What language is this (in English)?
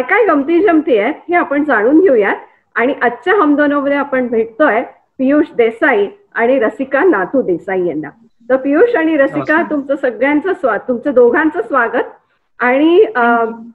Marathi